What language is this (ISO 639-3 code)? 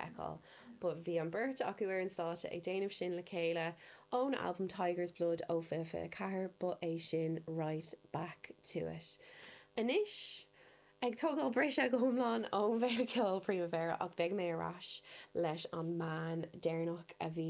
gle